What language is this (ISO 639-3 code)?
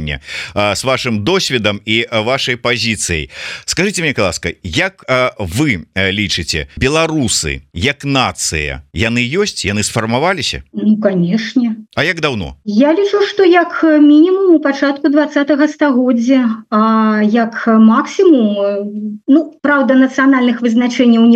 bel